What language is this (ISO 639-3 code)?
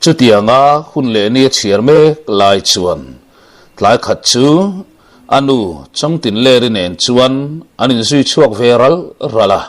lus